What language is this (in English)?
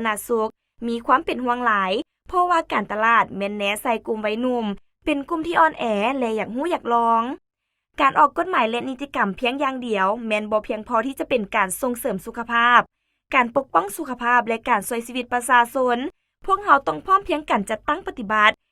Lao